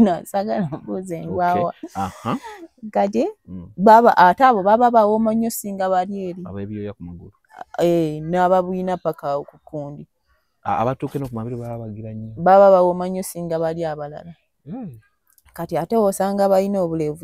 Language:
Ganda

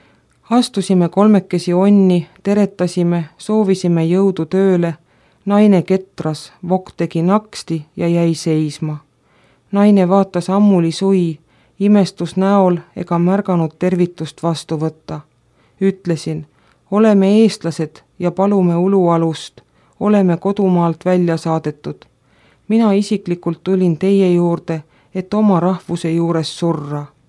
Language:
Estonian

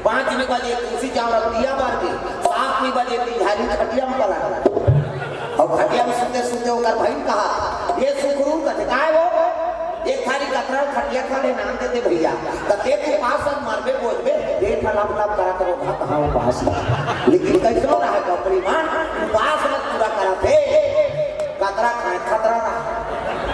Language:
Chhattisgarhi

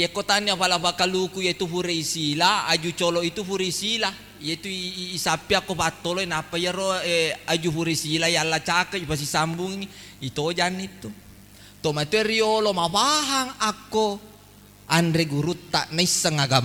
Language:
Buginese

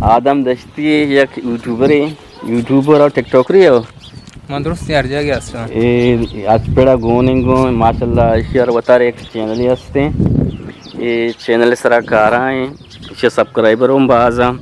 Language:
Eastern Balochi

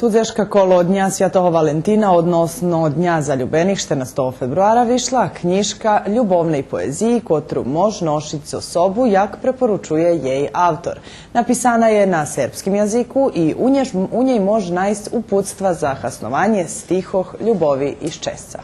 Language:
Rusyn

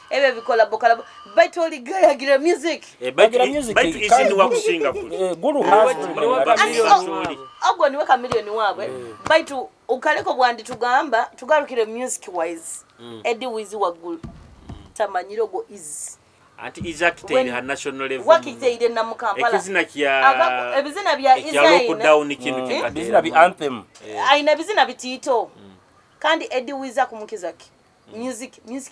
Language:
Nyoro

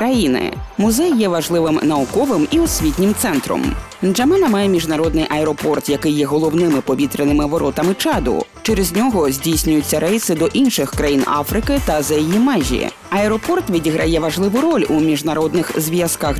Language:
Ukrainian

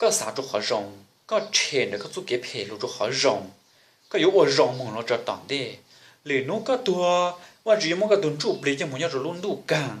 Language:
Hmong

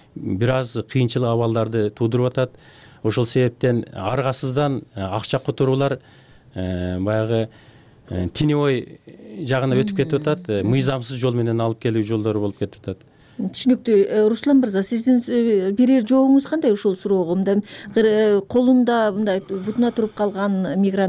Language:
Kyrgyz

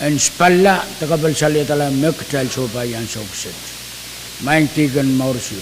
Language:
Pohnpeian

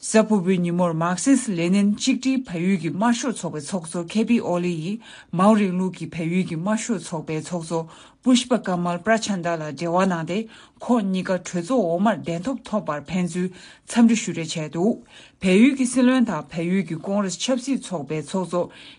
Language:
Tibetan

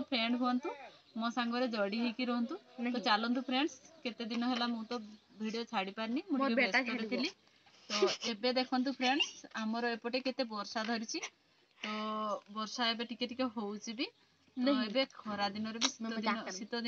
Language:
Odia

